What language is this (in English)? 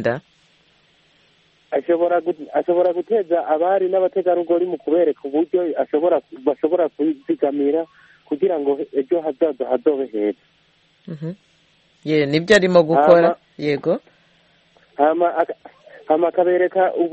Kinyarwanda